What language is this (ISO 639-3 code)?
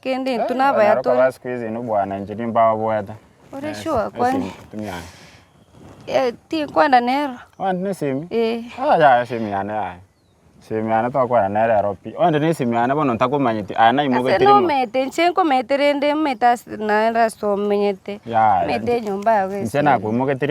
guz